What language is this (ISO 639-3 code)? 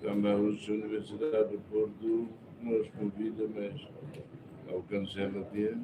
tet